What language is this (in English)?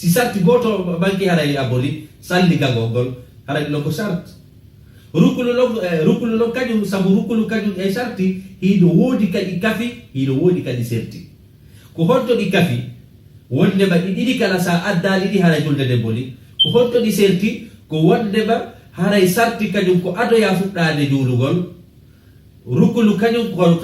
Fula